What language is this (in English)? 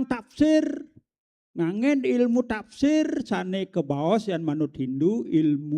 Balinese